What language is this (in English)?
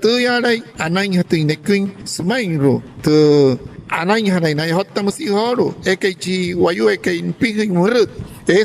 Wayuu